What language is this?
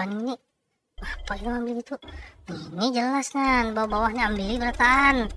Banjar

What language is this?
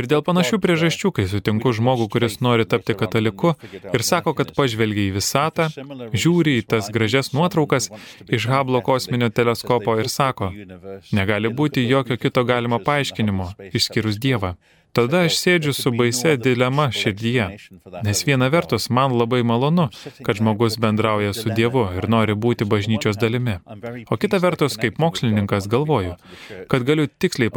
Lithuanian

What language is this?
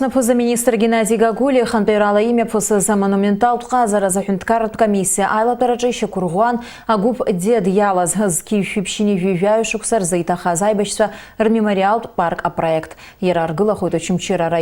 Abkhazian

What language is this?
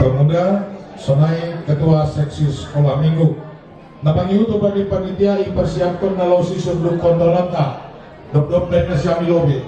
Batak Simalungun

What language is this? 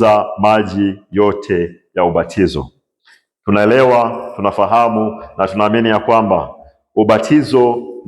Swahili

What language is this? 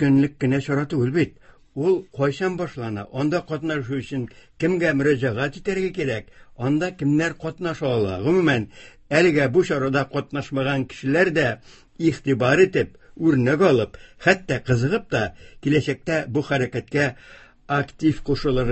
Tatar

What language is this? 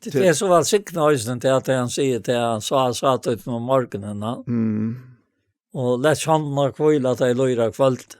Faroese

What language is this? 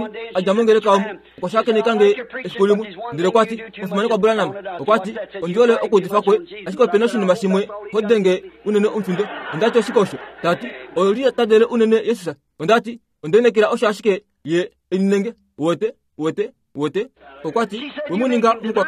Kuanyama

